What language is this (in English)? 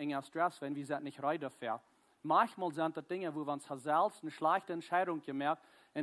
Plautdietsch